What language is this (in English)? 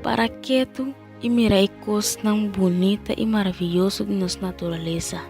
Papiamento